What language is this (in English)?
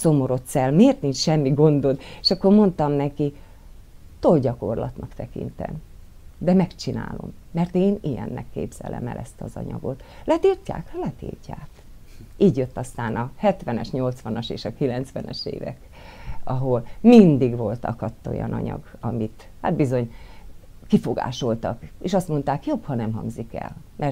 Hungarian